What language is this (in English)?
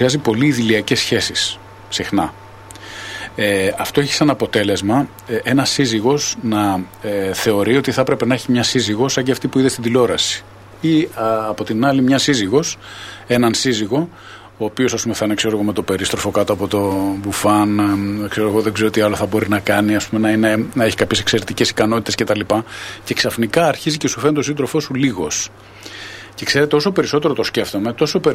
Greek